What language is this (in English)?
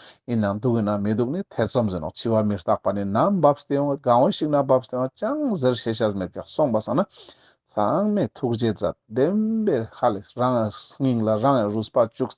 Ladakhi